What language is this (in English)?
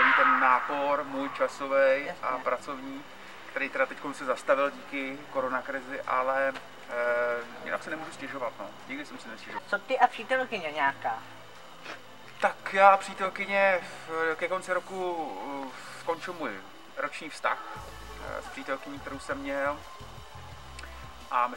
Czech